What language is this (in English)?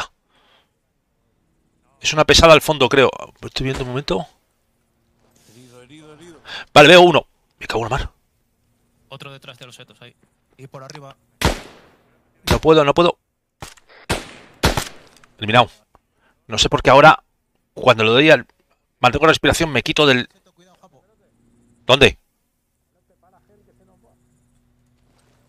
Spanish